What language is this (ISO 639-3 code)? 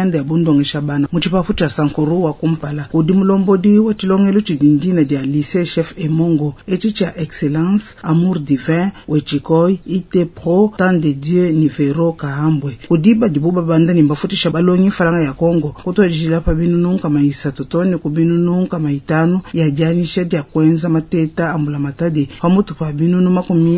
lua